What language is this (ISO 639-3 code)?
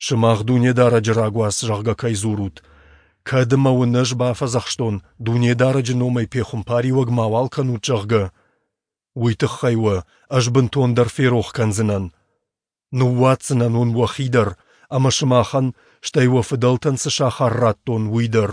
oss